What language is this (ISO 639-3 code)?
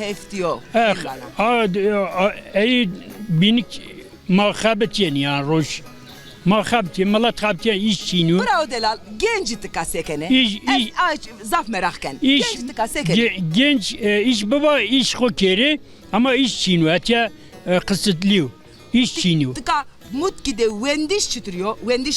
zza